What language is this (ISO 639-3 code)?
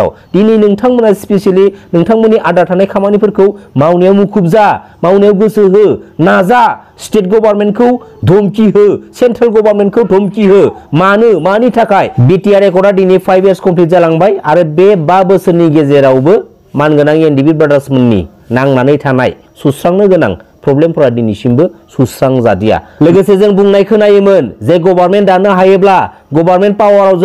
brx